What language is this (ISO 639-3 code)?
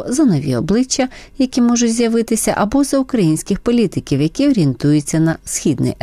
ukr